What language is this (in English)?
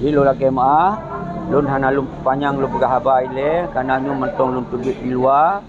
Achinese